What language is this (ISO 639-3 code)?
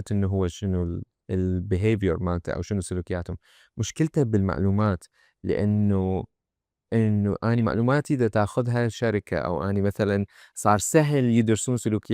acm